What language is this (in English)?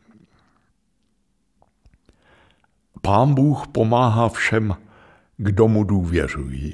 Czech